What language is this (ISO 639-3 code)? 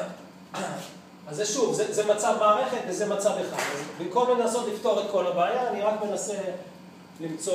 heb